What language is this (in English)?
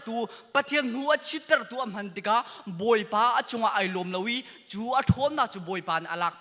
Hakha Chin